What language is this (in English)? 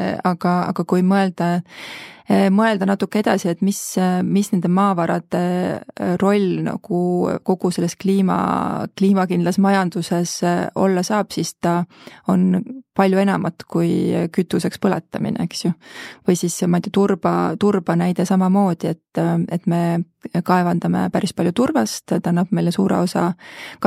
Estonian